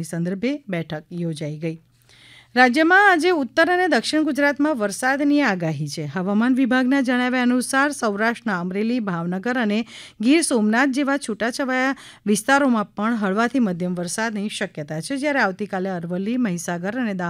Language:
Gujarati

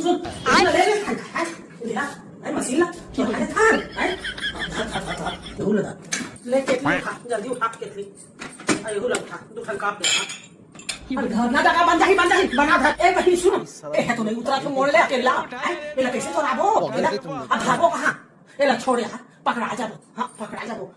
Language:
Chhattisgarhi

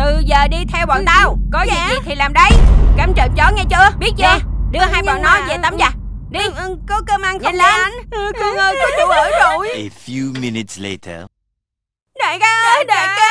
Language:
Vietnamese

